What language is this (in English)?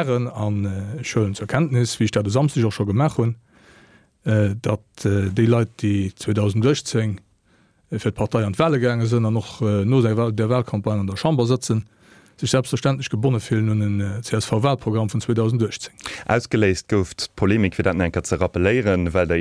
Luxembourgish